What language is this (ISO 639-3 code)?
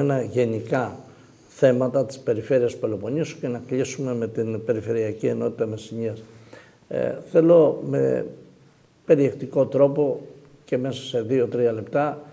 ell